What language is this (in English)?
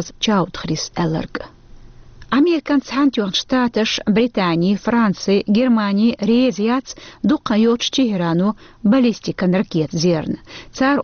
Chechen